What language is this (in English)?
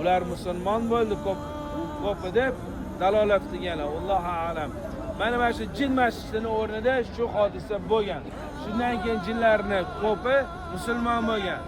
Uzbek